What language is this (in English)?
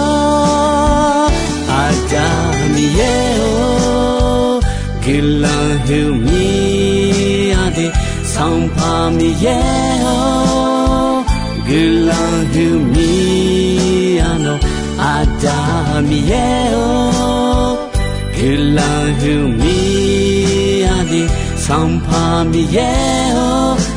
Akha